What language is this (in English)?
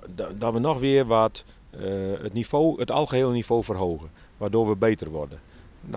Dutch